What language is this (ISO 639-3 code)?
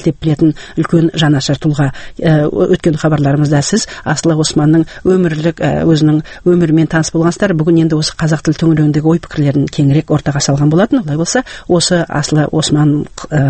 kaz